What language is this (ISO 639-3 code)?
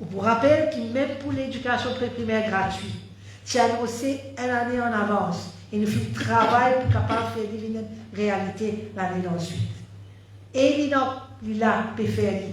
mfe